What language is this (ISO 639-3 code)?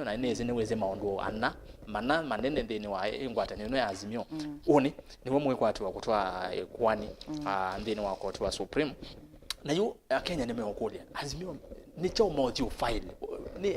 kam